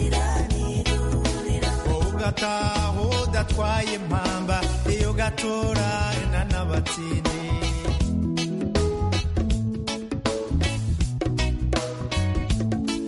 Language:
Kinyarwanda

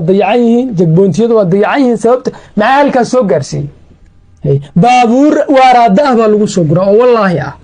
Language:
Somali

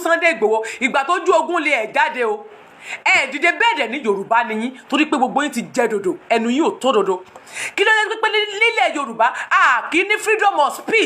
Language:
Yoruba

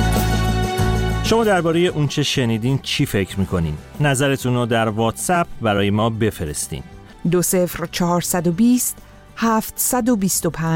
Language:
Persian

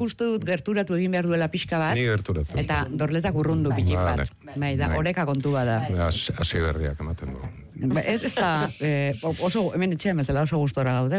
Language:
Basque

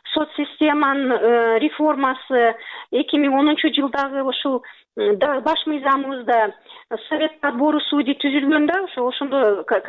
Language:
Kyrgyz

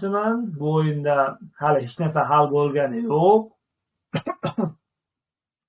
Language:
Uzbek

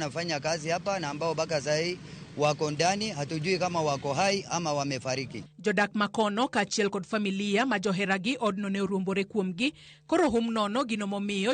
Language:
Luo (Kenya and Tanzania)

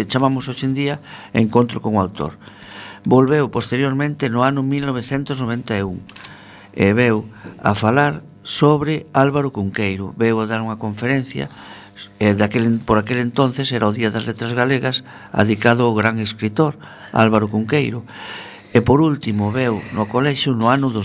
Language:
Galician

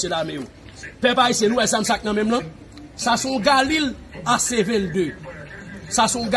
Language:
Haitian Creole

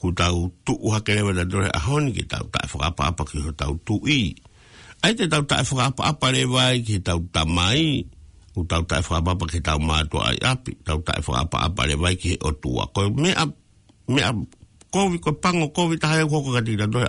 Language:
Tongan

